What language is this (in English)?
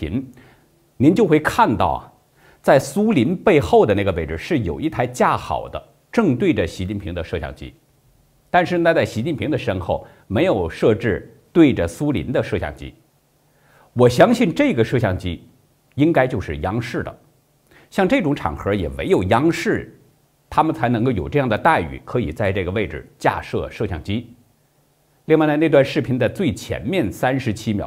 Chinese